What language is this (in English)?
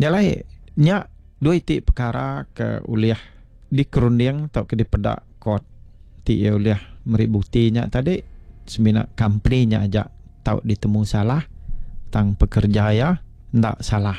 Iban